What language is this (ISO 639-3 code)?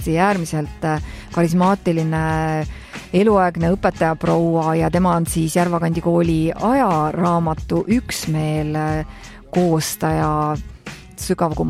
est